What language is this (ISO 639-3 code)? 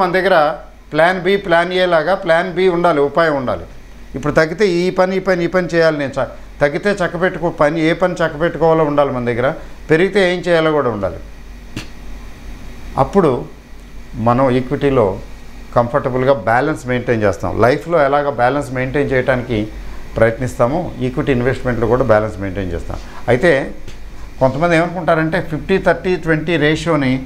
tel